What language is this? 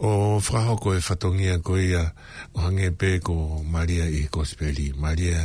Tongan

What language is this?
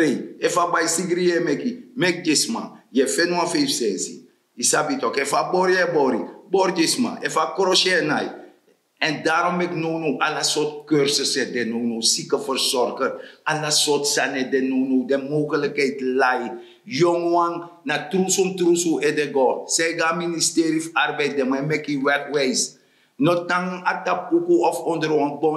Sranan Tongo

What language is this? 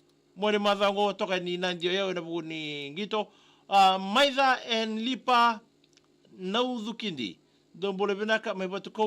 Fijian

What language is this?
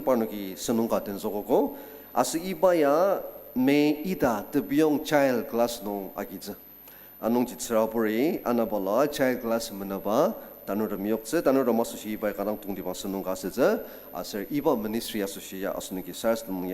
Ao Naga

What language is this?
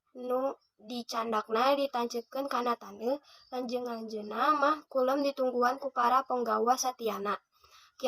Sundanese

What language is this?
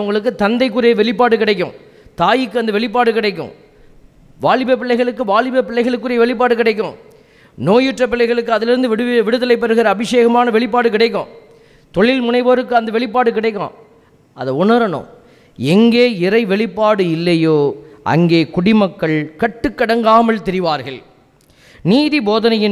Tamil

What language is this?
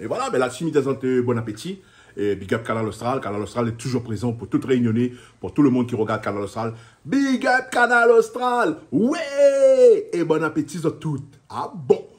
Réunion Creole French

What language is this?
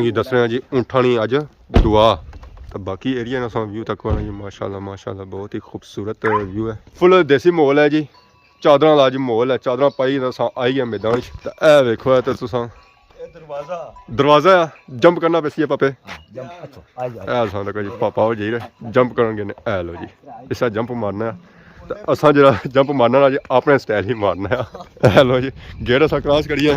Pahari-Potwari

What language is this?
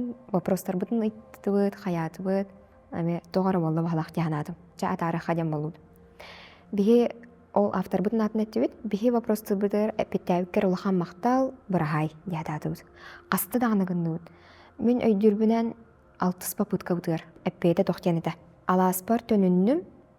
Yakut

